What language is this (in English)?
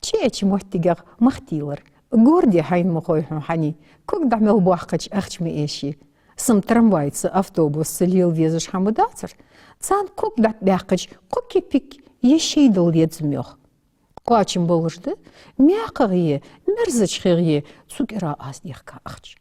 Ingush